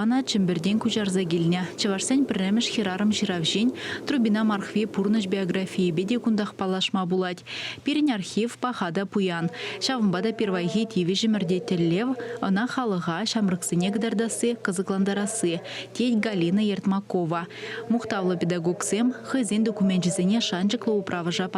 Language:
Chuvash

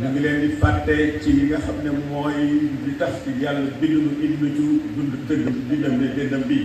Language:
Wolof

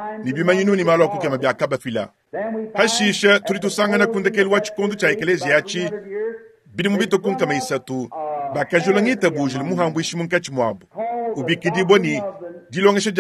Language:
Luba-Lulua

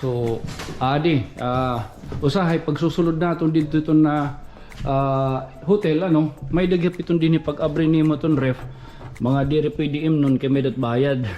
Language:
Waray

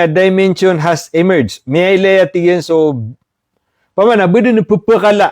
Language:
Maranao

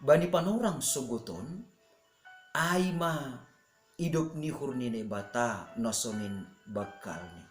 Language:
Batak Simalungun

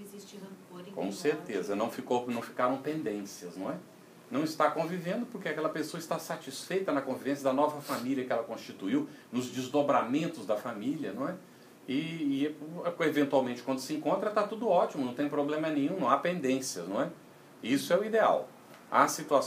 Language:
Portuguese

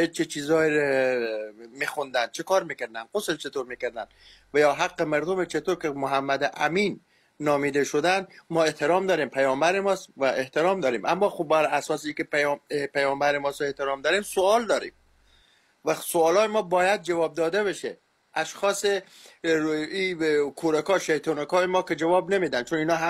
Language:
Persian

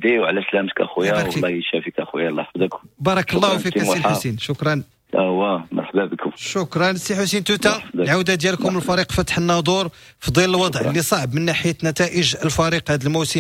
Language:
Moroccan Arabic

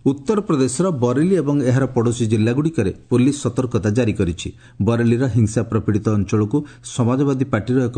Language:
Odia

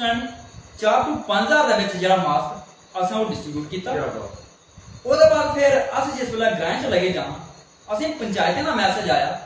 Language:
Dogri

